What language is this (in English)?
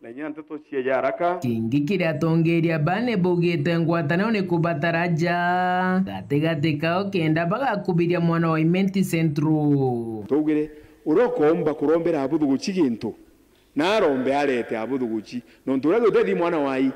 Meru